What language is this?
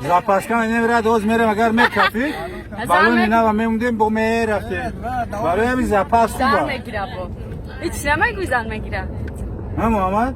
Tajik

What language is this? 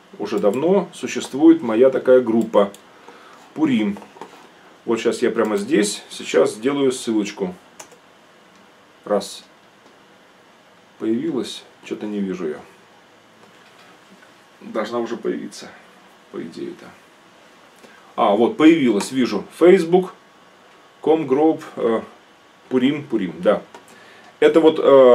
Russian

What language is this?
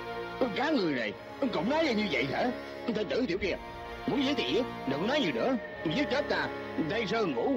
Vietnamese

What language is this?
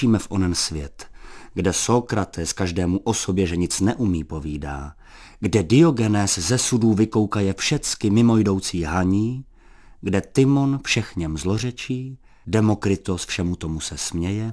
Czech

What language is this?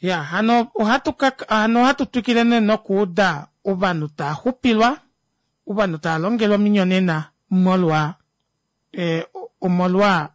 Kuanyama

